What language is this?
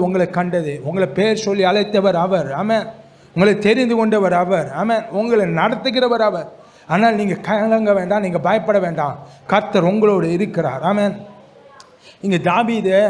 Tamil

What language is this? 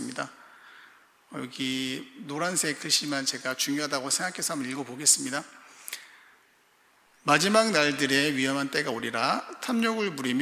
Korean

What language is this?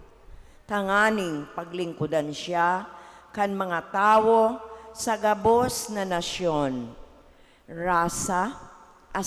Bikol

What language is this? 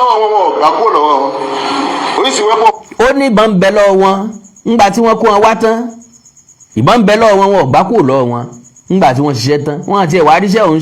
Yoruba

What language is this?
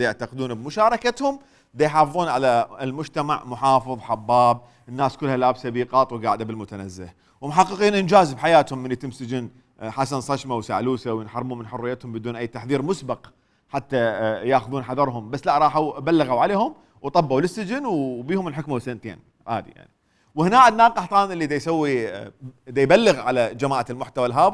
Mesopotamian Arabic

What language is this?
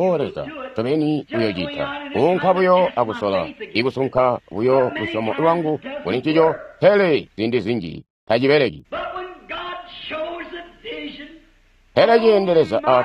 Tonga (Zambia)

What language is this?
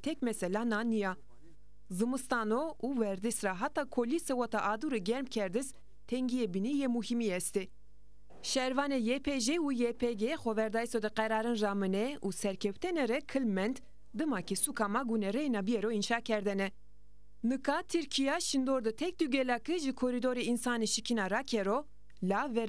Zaza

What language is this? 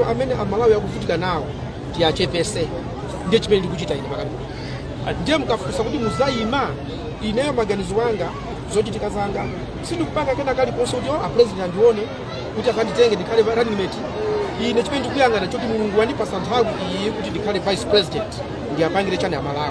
Nyanja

